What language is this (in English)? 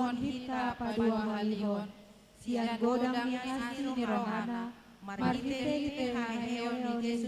Batak Toba